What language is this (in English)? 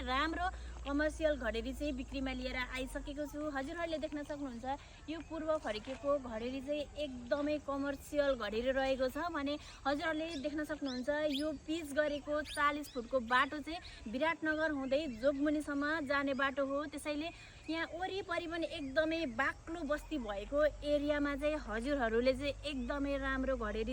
Nepali